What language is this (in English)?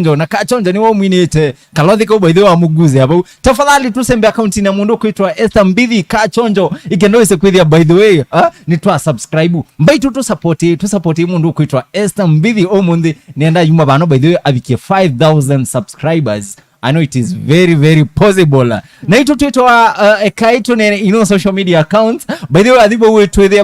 Kamba